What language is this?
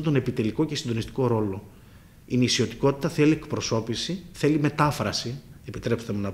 Greek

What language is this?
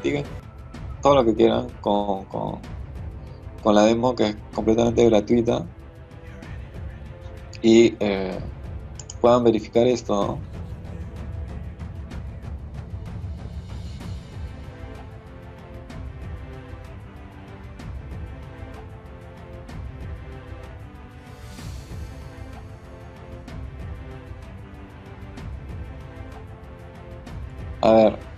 Spanish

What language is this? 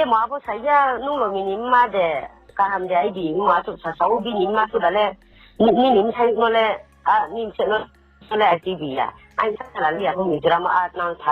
Riang (India)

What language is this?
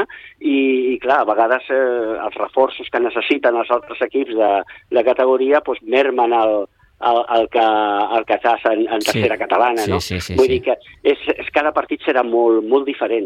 Catalan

